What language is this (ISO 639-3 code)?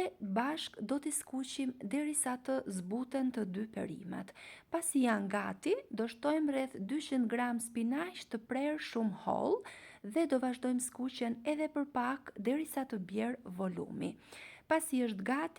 sqi